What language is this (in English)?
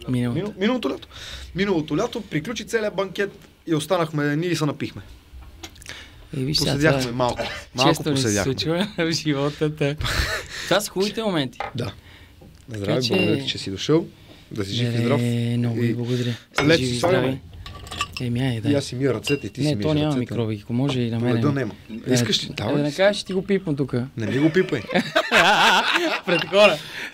Bulgarian